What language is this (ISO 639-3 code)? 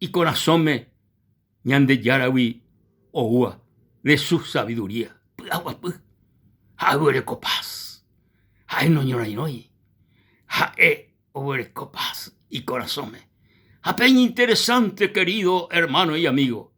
grn